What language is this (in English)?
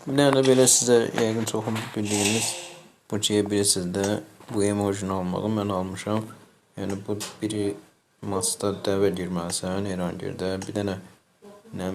Azerbaijani